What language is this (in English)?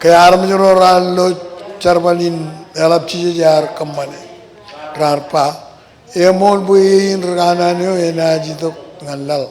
Marshallese